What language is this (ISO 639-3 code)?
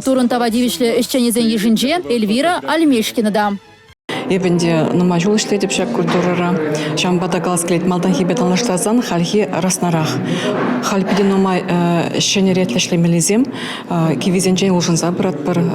chv